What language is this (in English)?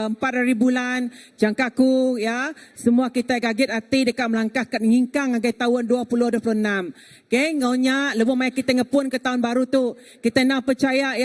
Iban